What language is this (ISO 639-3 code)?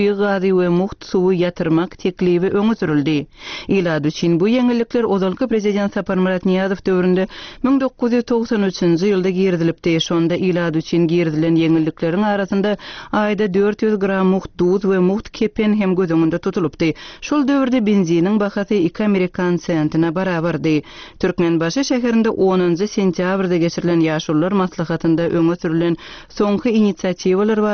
tuk